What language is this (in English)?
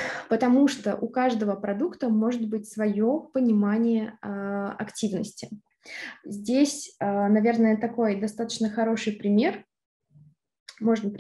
Russian